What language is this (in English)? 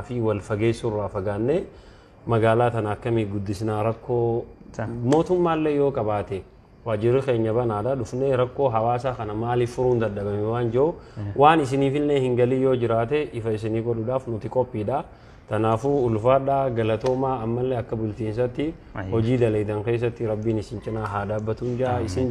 Oromo